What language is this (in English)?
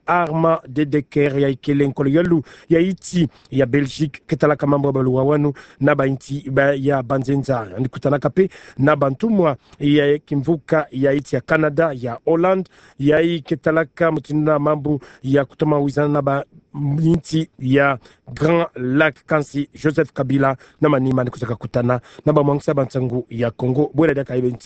Kituba (Democratic Republic of Congo)